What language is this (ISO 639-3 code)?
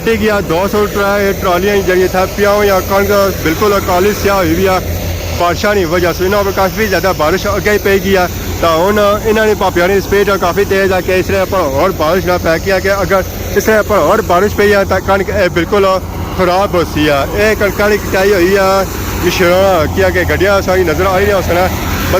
phr